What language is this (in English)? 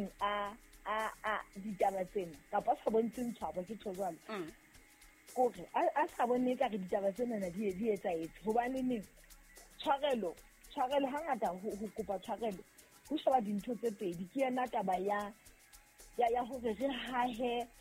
Southern Sotho